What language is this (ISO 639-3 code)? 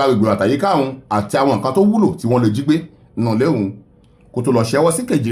yor